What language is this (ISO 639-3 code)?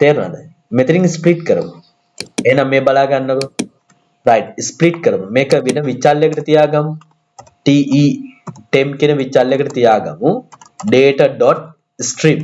sin